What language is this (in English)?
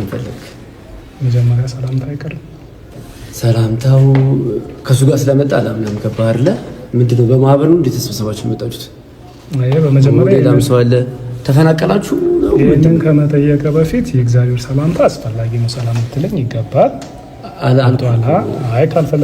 Amharic